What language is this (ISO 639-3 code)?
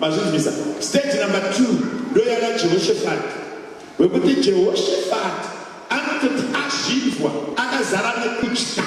sna